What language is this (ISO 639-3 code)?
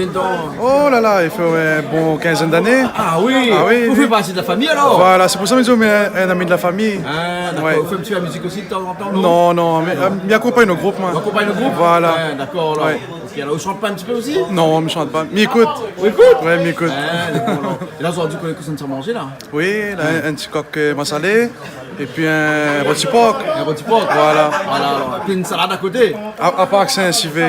rcf